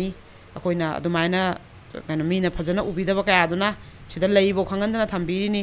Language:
Manipuri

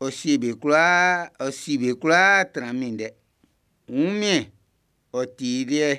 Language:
Baoulé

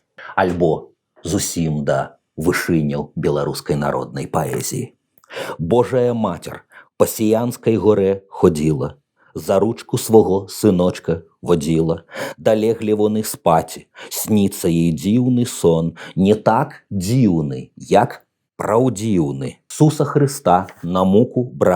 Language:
Belarusian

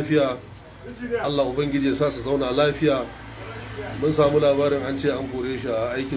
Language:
Hausa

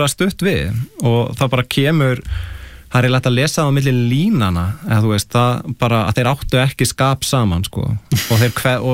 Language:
Icelandic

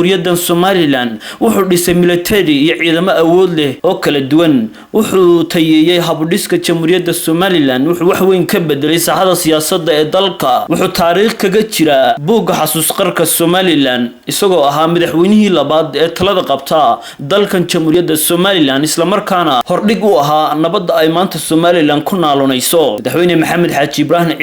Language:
Somali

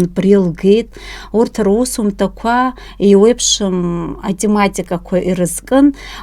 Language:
Abkhazian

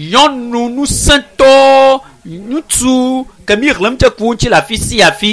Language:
Ewe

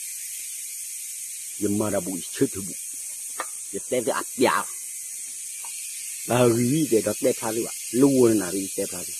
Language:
S'gaw Karen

